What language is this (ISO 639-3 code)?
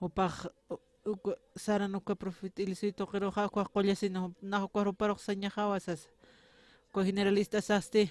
aym